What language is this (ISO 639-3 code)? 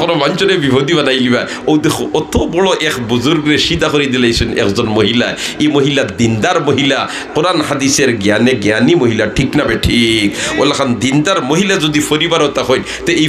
syl